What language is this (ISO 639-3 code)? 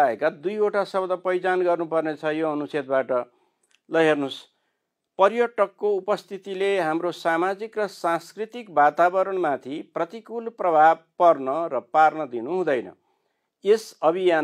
nep